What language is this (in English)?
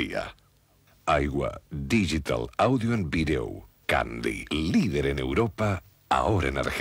Spanish